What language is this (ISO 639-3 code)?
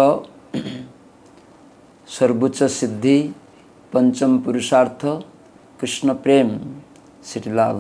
ori